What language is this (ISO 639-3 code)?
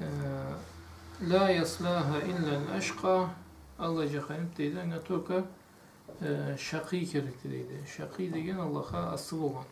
krc